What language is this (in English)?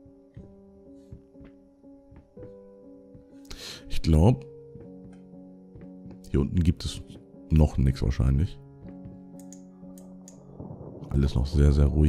German